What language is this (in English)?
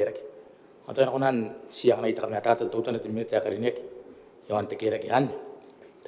Gilbertese